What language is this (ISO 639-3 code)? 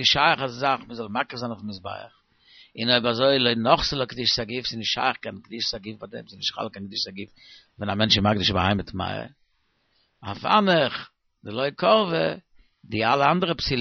yid